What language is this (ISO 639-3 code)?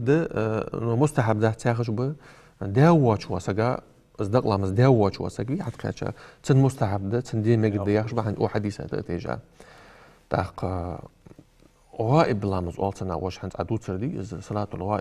inh